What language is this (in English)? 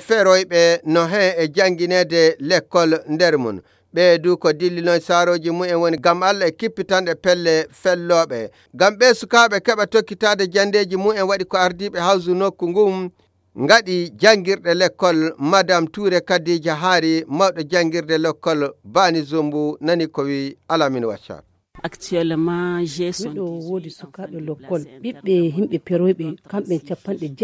Fula